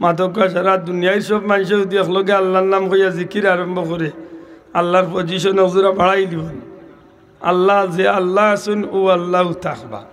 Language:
Sylheti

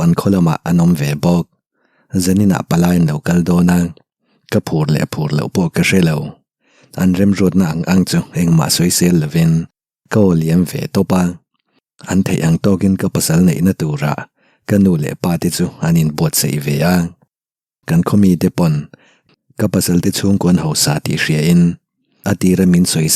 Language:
Mizo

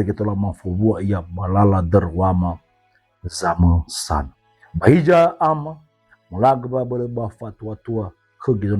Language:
Nias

